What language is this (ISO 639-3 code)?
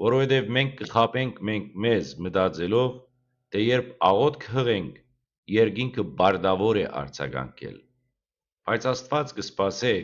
hyw